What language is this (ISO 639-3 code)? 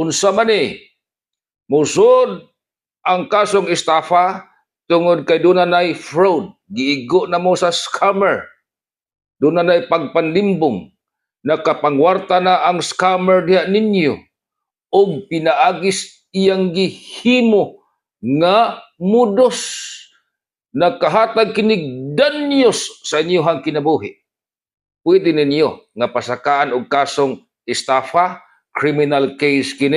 ceb